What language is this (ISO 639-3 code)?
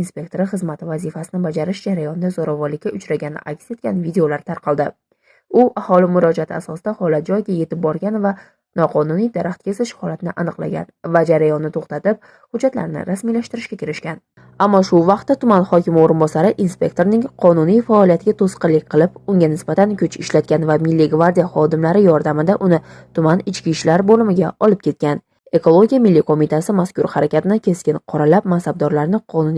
uzb